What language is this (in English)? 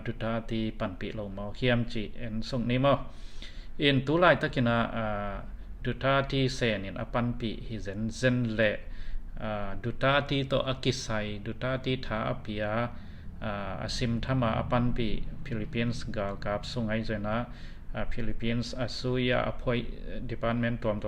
Tedim Chin